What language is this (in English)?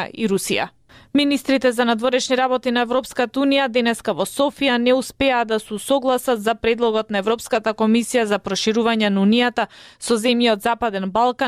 Macedonian